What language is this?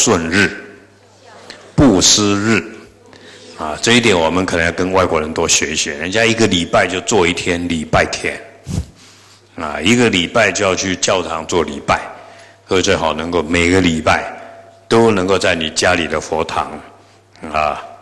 Chinese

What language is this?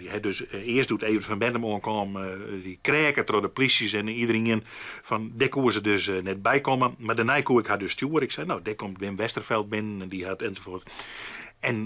Western Frisian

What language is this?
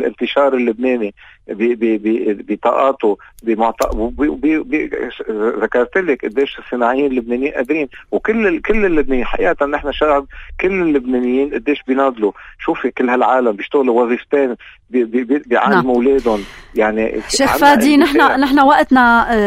North Levantine Arabic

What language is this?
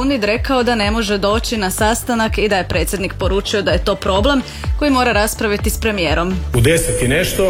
Croatian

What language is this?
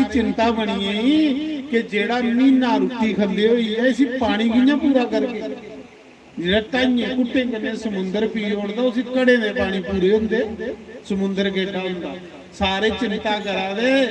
Dogri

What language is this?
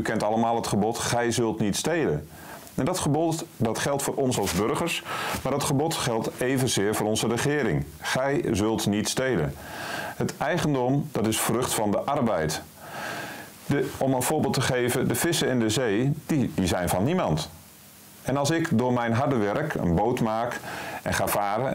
Dutch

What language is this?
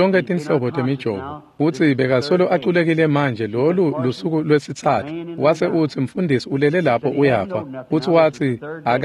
Swati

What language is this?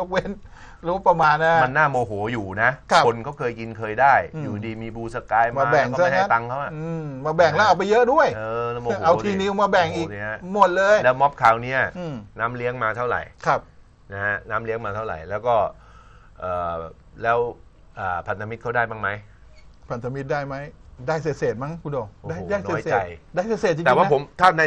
Thai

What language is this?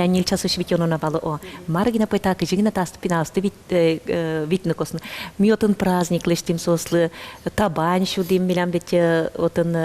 Udmurt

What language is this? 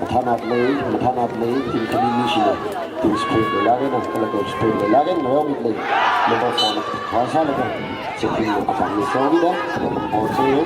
Tangkhul Naga (India)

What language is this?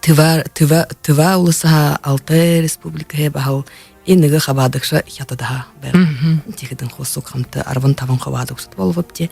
Buriat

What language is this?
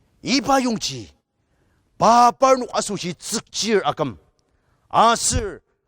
Ao Naga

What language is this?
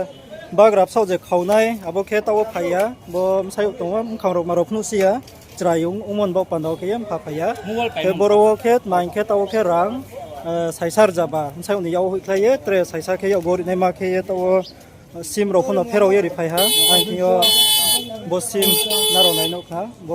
Riang (India)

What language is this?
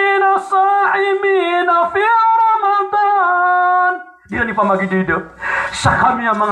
Maranao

